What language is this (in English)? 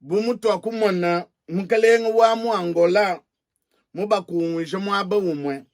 Luba-Lulua